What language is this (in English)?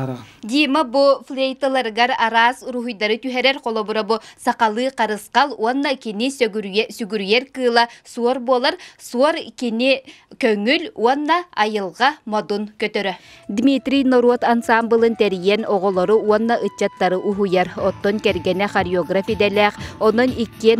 Yakut